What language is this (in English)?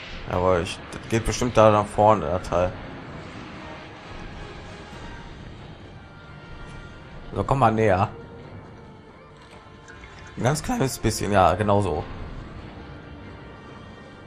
German